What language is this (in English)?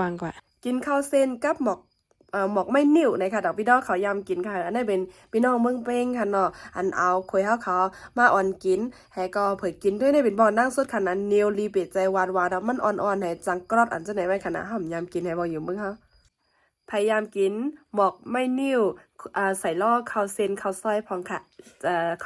Shan